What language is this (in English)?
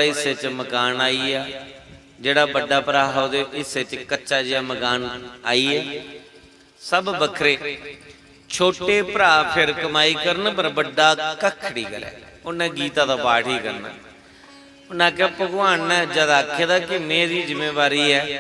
Dogri